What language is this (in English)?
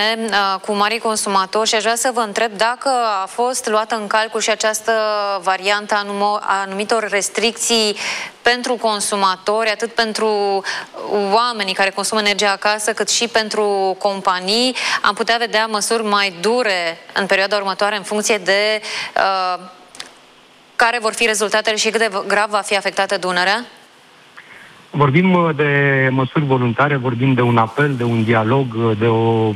Romanian